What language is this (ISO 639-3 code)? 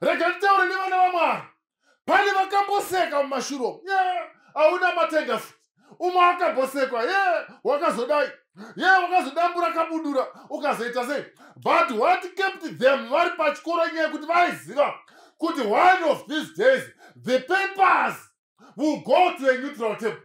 sna